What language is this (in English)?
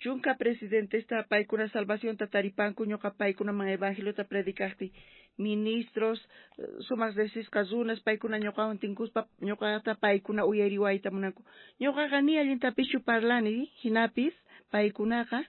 South Bolivian Quechua